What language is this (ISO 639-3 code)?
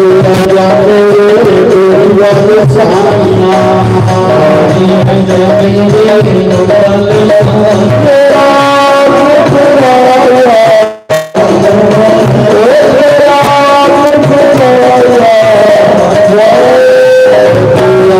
doi